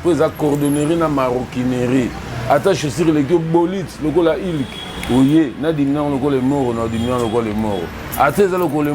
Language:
Lingala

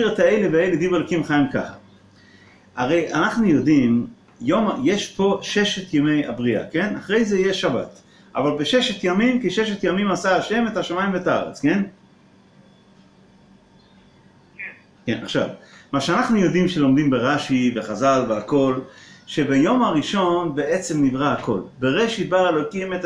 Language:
Hebrew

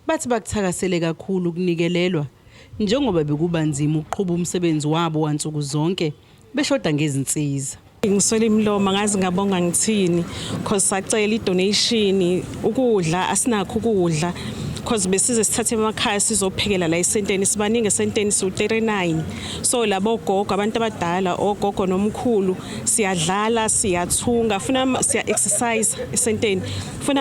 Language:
Zulu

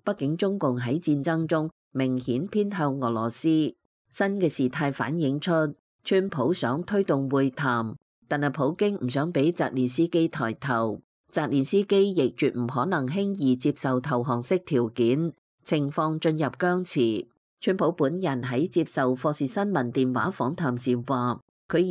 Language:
Cantonese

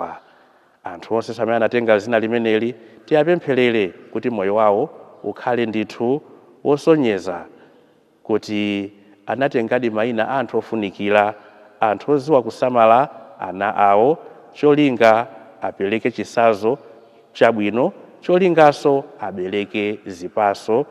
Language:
Nyanja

